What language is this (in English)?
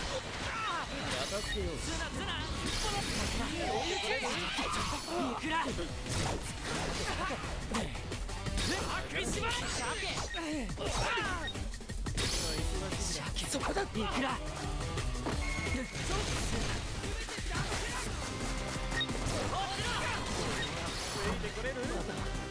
Japanese